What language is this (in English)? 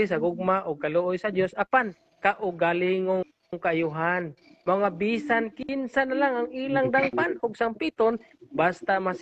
Cebuano